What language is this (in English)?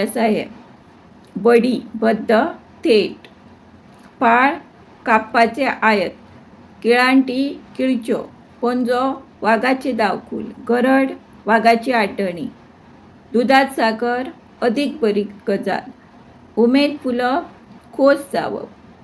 Konkani